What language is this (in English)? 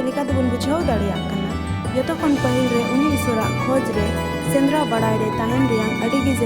Santali